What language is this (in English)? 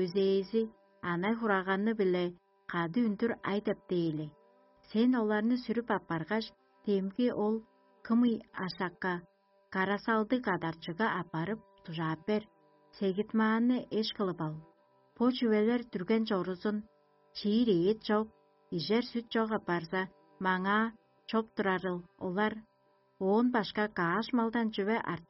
Tuvinian